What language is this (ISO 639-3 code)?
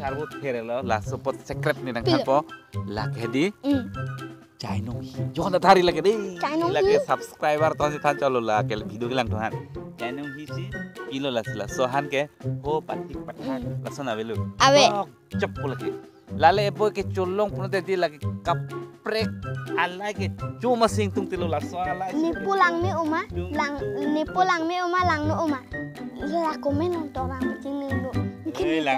mjw